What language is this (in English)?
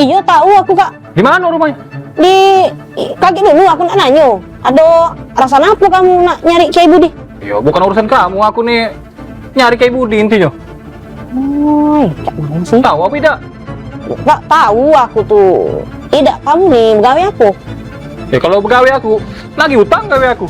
Musi